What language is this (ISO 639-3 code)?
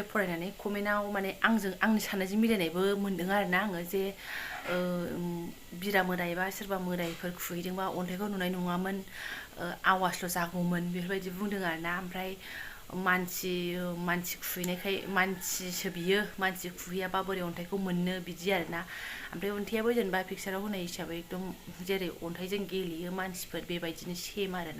brx